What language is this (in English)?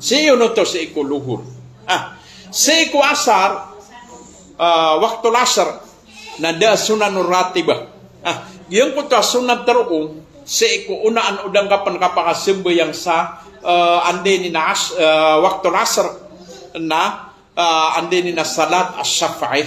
Maranao